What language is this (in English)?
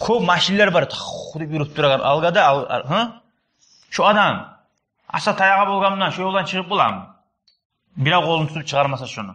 Kumyk